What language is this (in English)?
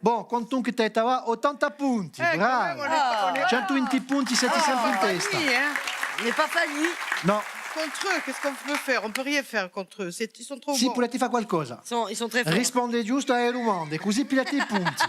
Corsican